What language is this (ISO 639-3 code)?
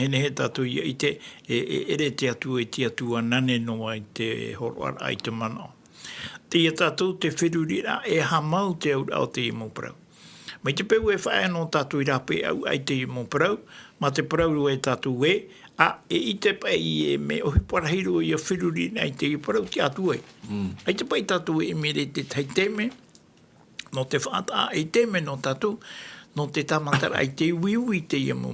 tah